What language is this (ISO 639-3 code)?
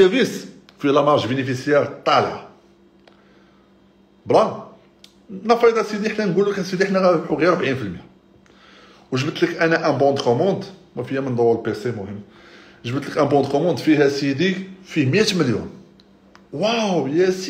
ary